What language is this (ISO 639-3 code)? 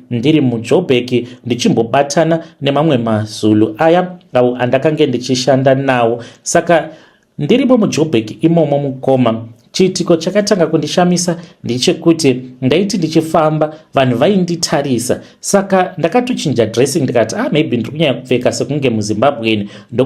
sna